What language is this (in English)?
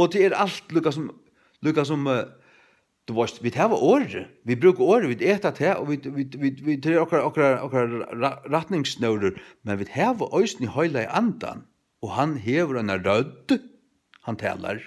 Faroese